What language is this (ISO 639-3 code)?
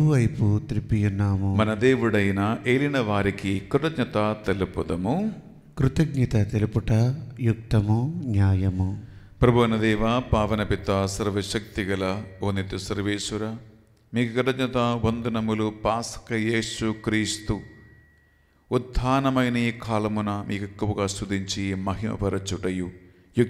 tel